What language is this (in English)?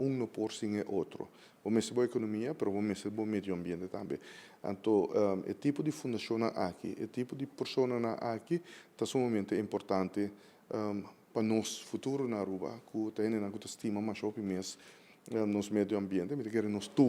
Papiamento